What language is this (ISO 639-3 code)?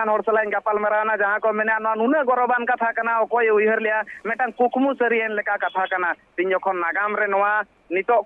sat